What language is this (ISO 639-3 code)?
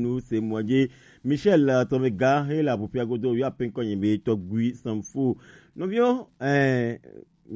gej